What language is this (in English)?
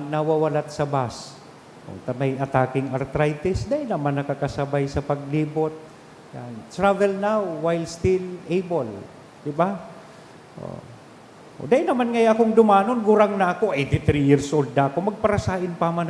Bikol